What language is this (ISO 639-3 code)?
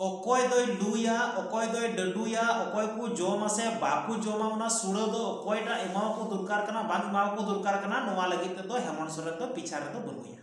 sat